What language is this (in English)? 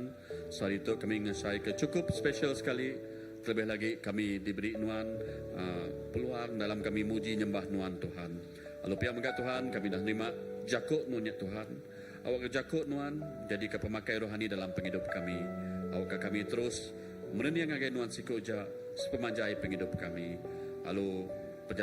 Iban